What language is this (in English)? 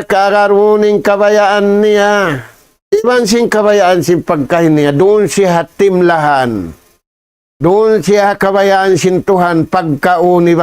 Tausug